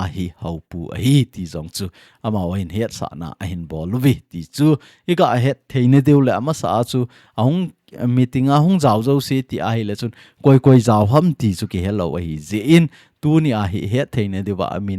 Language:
Thado Chin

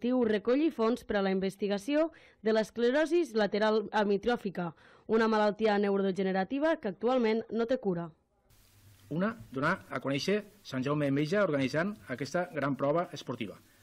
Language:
Catalan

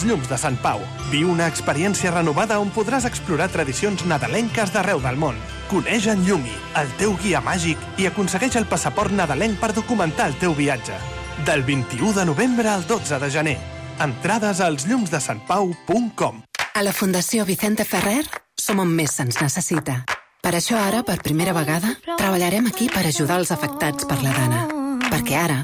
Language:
Catalan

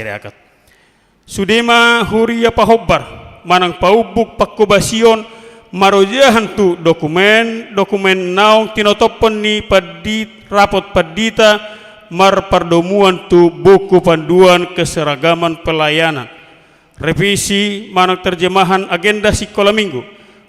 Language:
Batak Toba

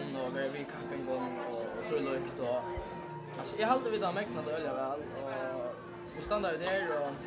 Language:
Faroese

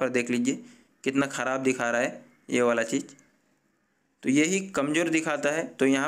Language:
Hindi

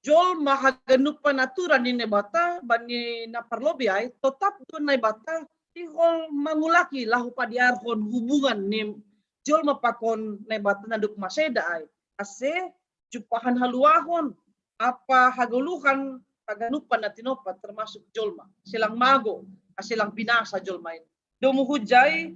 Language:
Batak Simalungun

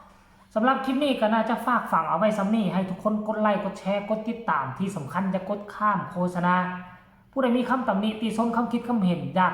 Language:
Northeastern Thai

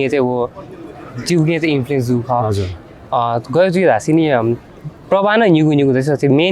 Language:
Newari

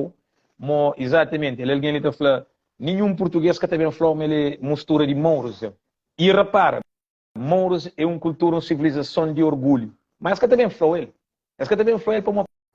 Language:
Kabuverdianu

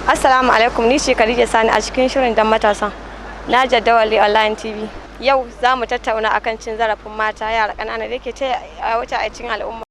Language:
Hausa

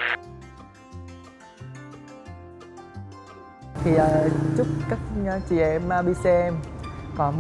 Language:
Vietnamese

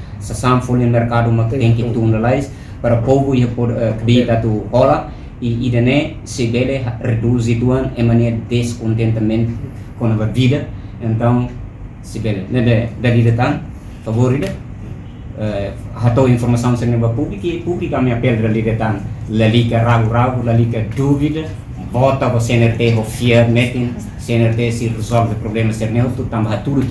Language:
Tetum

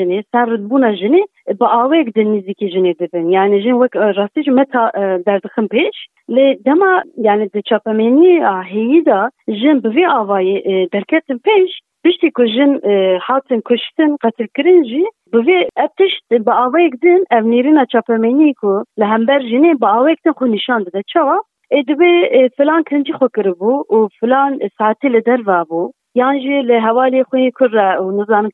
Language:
Kurdish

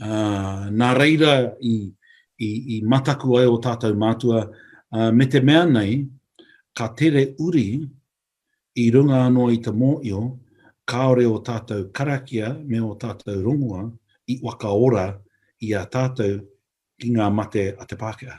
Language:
Māori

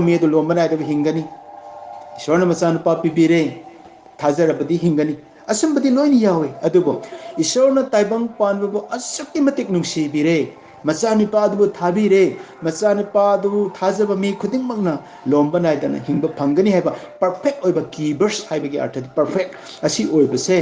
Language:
Manipuri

